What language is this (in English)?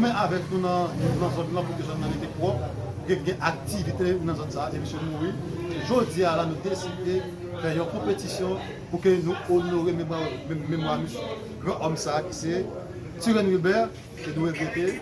Haitian Creole